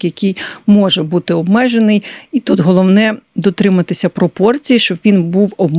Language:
Ukrainian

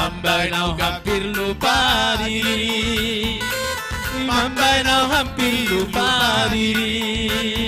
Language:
Batak Simalungun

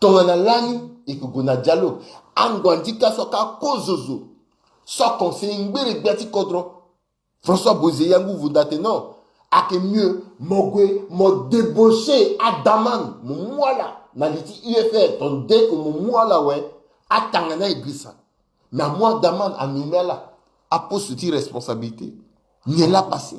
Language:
Sango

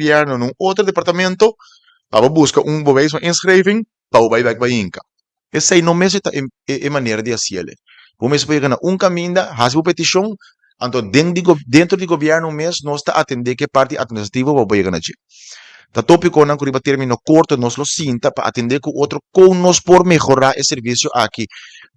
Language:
Papiamento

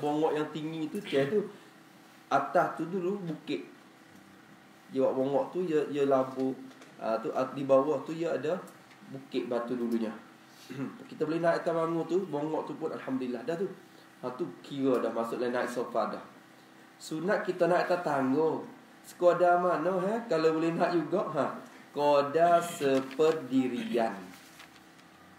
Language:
Malay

